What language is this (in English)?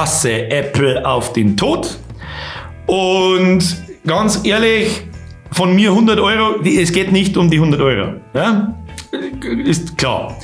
Bavarian